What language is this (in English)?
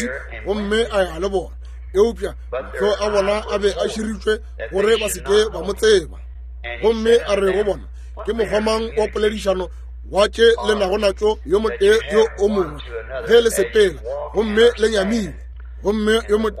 Northern Sotho